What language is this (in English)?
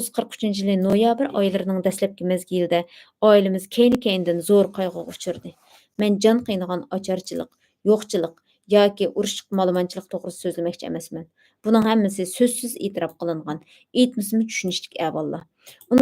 Uyghur